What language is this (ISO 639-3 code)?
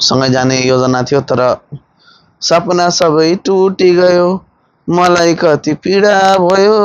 nep